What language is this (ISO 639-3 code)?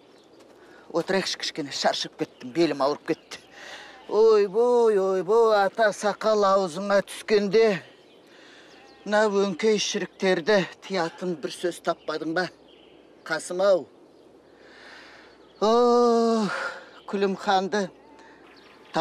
kaz